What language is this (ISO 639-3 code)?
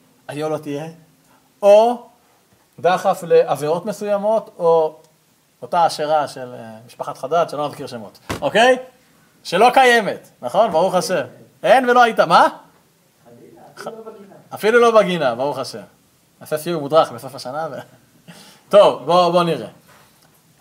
heb